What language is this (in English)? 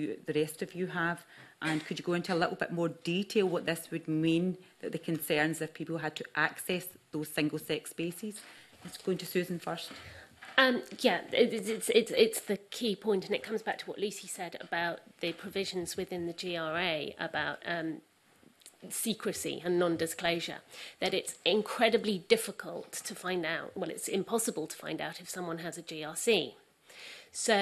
English